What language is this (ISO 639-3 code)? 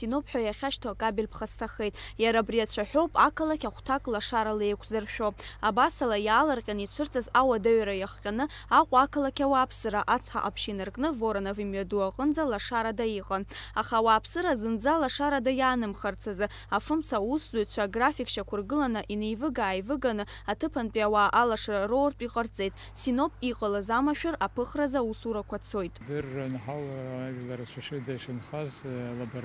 abk